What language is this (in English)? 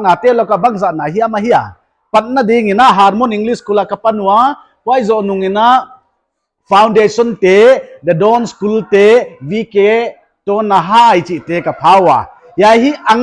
Paite Chin